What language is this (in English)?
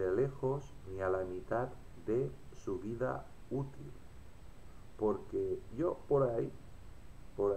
Spanish